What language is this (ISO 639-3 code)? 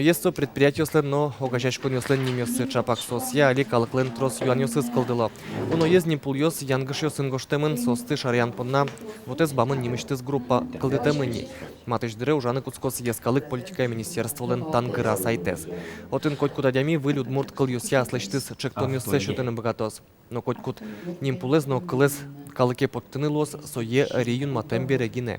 udm